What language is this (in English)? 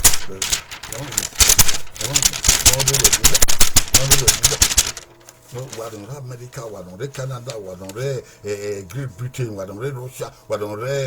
Bini